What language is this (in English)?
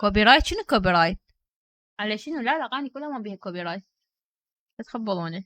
Mesopotamian Arabic